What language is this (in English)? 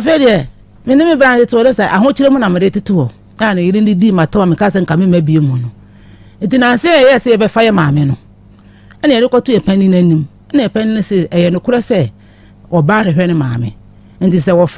Akan